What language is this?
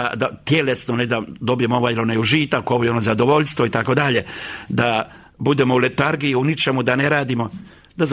Croatian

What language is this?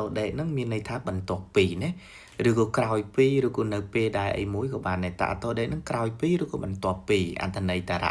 Khmer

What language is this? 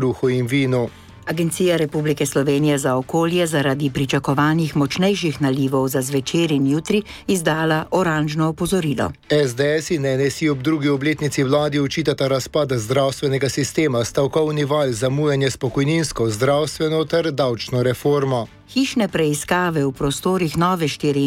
Slovenian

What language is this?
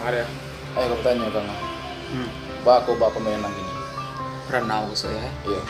Minangkabau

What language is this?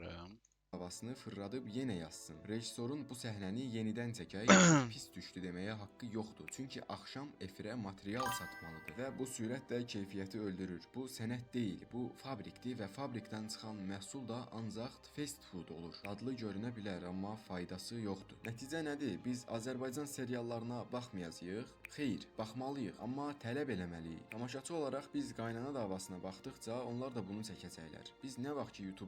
Azerbaijani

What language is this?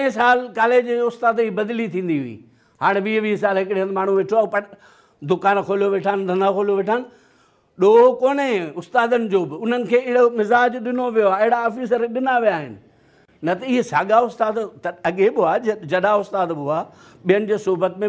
Sindhi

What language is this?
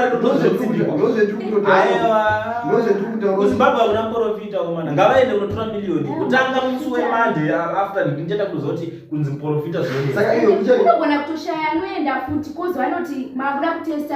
Shona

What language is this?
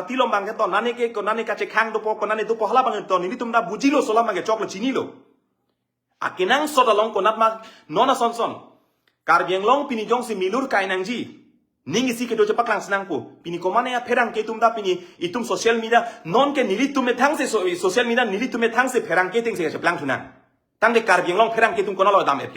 Karbi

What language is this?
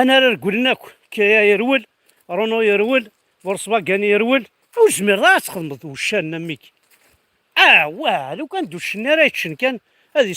Kabyle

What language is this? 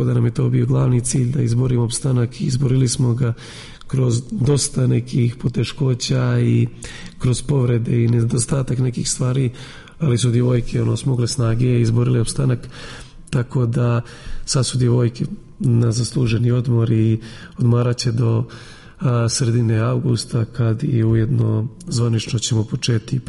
Serbian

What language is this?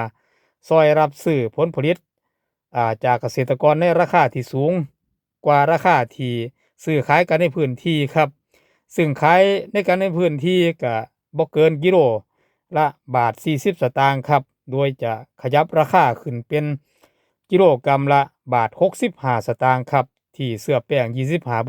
Northeastern Thai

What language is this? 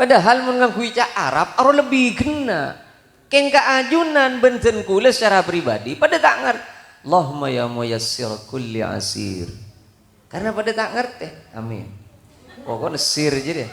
Madurese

